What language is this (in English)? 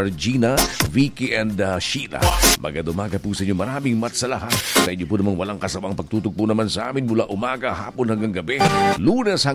Filipino